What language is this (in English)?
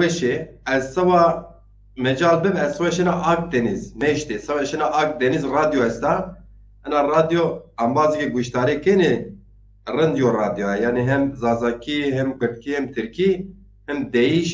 Zaza